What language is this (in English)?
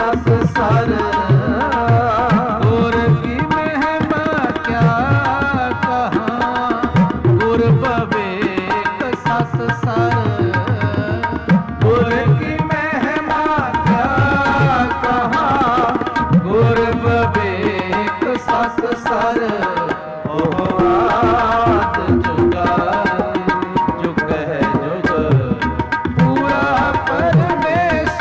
Punjabi